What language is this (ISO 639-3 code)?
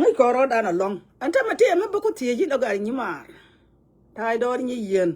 nus